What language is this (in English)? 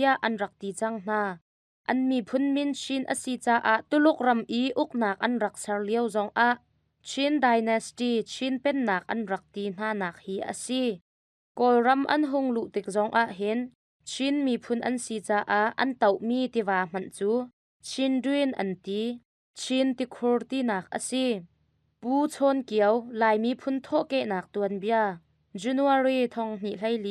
Hakha Chin